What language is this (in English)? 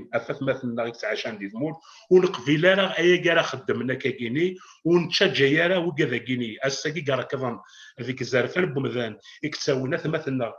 Kabyle